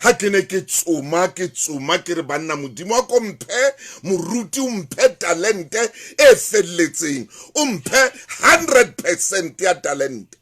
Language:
Southern Sotho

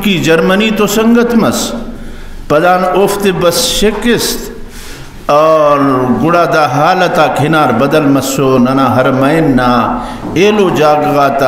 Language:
Brahui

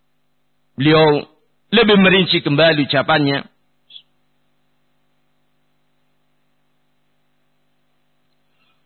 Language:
Indonesian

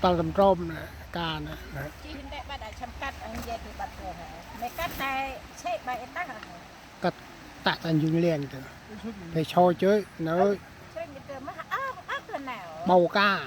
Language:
Central Mnong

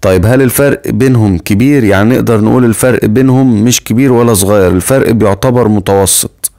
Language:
Egyptian Arabic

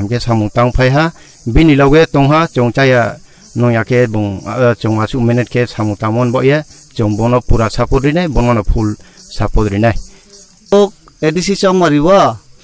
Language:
Kok Borok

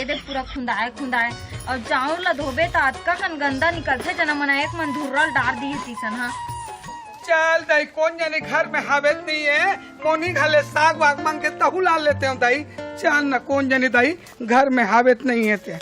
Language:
Chhattisgarhi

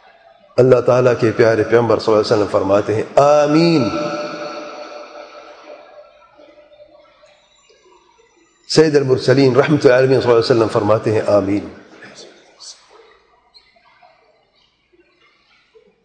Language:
Urdu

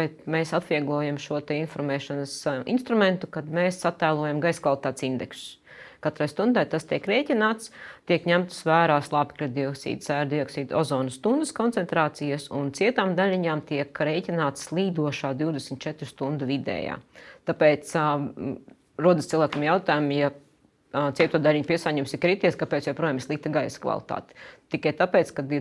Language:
Latvian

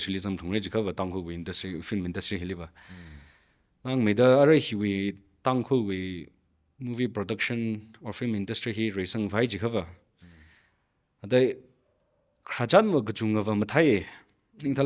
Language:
Tangkhul Naga (India)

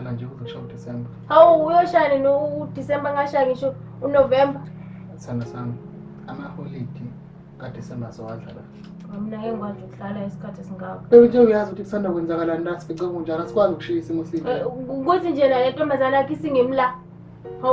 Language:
Zulu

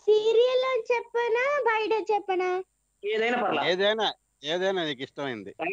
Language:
Telugu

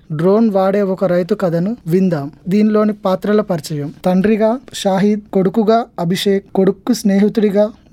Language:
Telugu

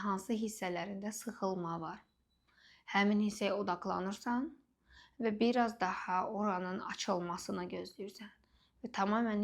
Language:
Azerbaijani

